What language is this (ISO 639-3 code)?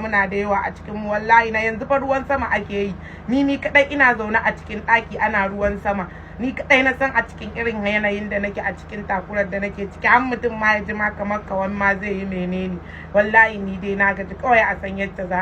hau